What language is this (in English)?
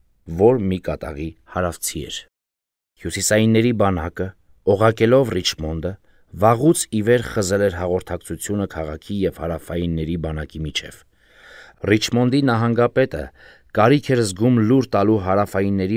Armenian